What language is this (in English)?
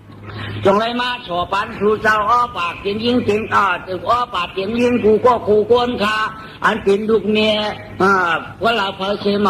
Shan